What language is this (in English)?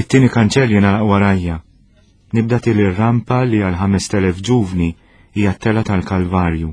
Maltese